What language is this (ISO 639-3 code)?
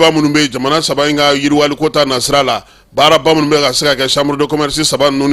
bam